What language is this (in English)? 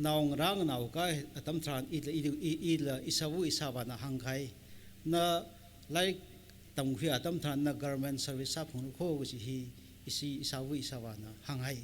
Tangkhul Naga (India)